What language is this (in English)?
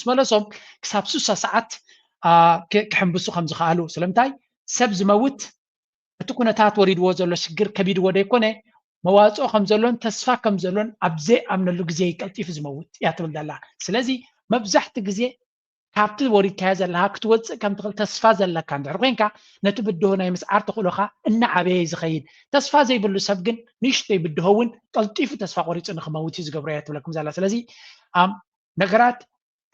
Tigrinya